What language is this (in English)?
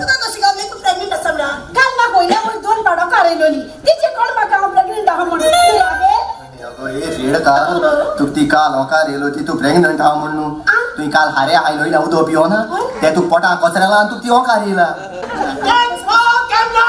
Konkani